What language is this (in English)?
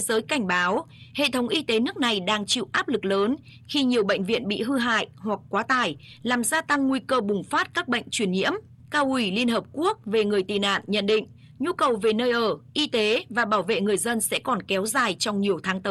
Vietnamese